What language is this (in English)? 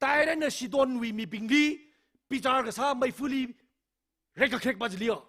Tangkhul Naga (India)